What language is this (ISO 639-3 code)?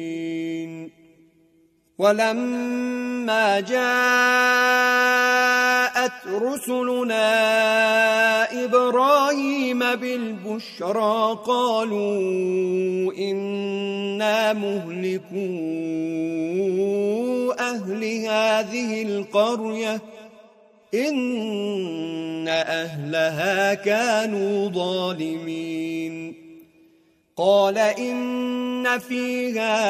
ara